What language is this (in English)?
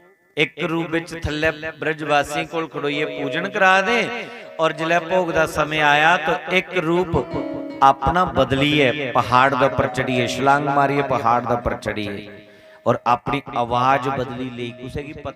Dogri